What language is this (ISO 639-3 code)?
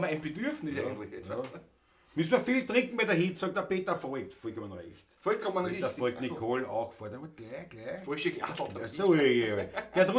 bar